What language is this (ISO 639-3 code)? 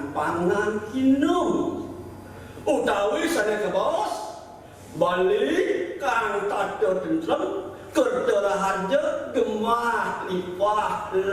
ban